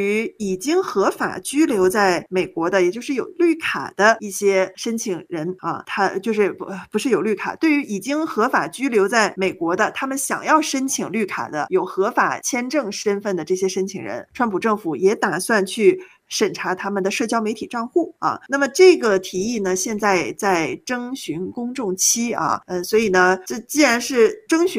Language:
Chinese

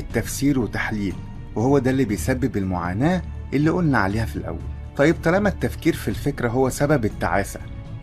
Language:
Egyptian Arabic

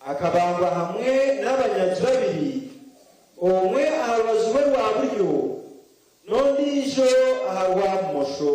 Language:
Nyankole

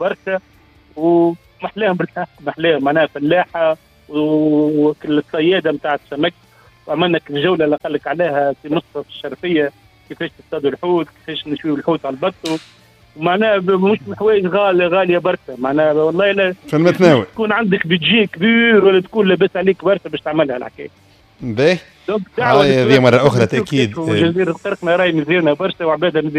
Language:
Tunisian Arabic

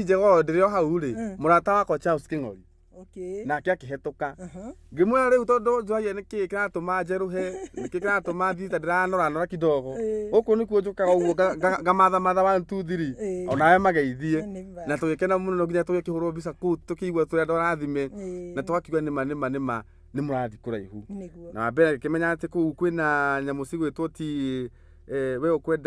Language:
Kikuyu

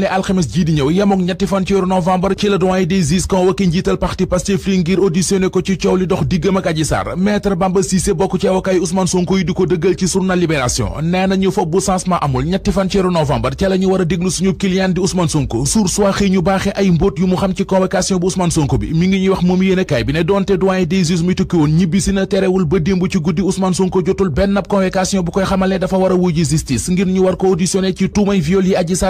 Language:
Wolof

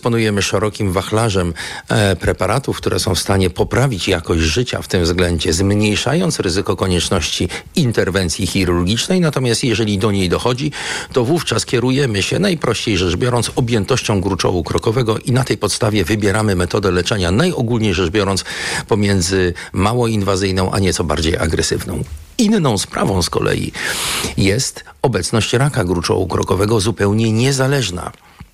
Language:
Polish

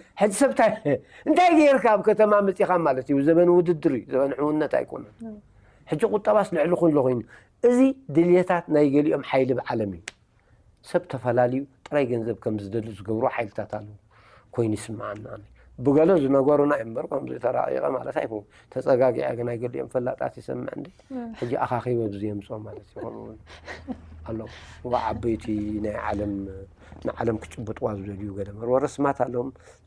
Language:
Tigrinya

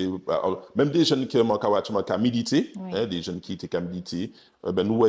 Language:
Guadeloupean Creole French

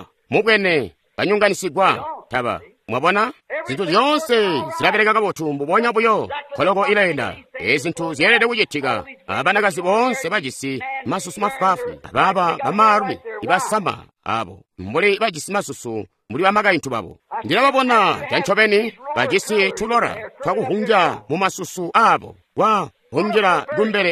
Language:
Tonga (Zambia)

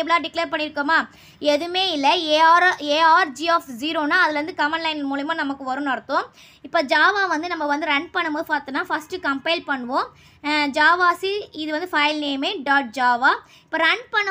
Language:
Tamil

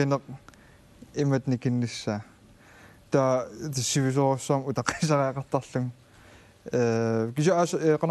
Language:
Kalaallisut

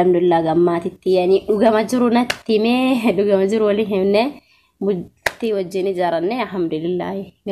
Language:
Oromo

